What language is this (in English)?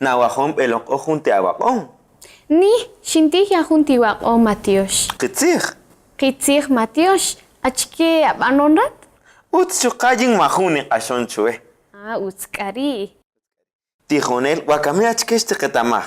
Kaqchikel